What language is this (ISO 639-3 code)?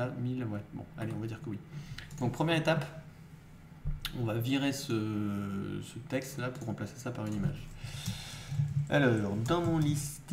fra